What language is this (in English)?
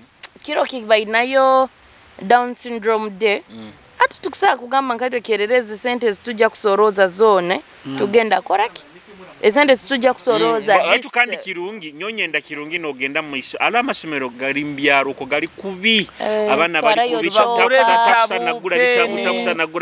Nyoro